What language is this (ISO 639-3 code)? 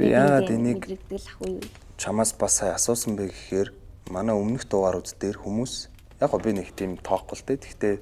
mon